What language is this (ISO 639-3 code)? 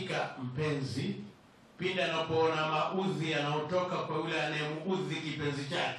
swa